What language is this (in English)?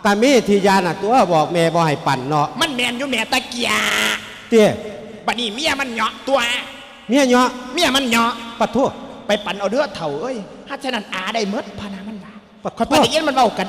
Lao